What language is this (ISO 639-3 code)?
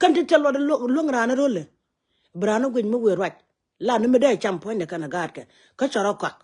nus